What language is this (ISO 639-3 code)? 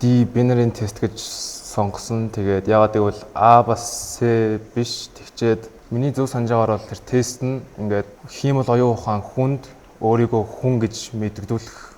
mon